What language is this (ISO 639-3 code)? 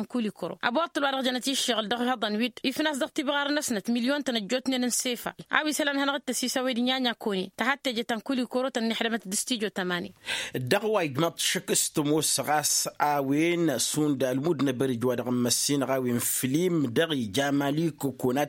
taq